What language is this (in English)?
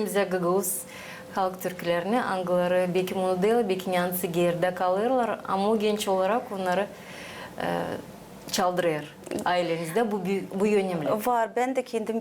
Gagauz